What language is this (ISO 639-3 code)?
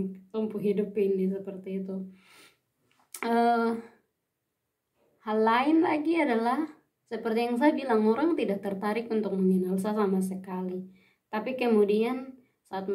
ind